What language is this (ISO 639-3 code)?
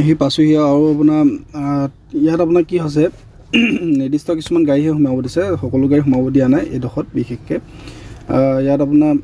asm